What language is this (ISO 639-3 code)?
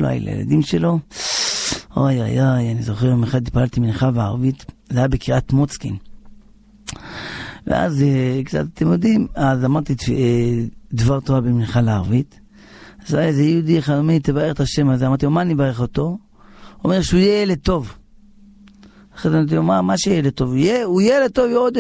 heb